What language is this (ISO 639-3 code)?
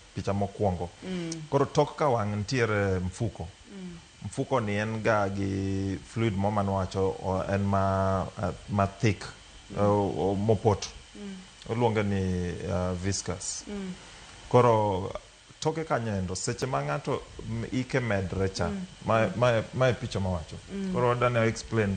luo